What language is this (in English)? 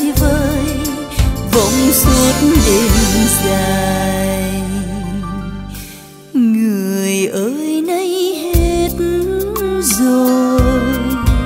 Vietnamese